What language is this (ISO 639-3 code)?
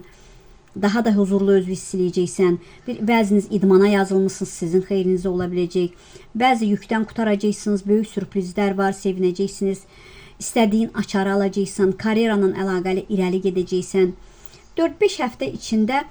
aze